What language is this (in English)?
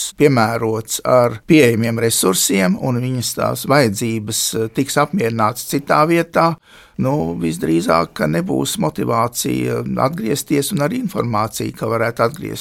Latvian